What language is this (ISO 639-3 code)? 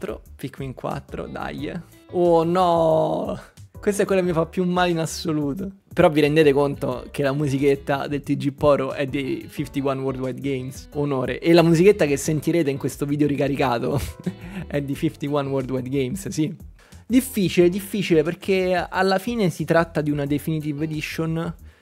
ita